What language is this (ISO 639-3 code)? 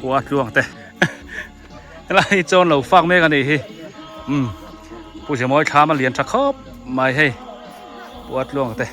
biu